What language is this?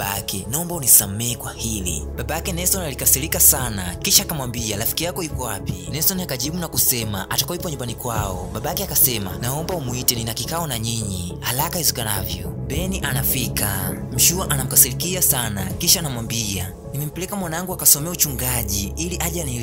Swahili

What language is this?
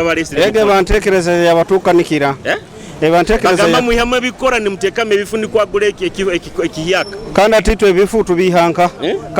Nyoro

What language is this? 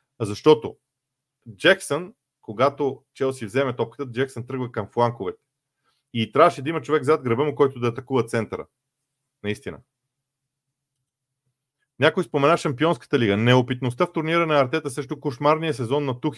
Bulgarian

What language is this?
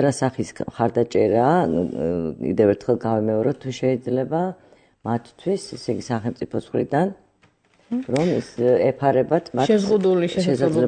Georgian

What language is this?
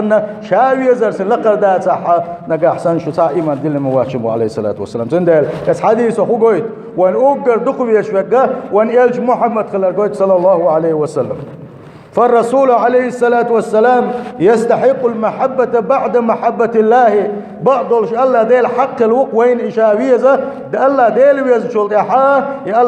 Chechen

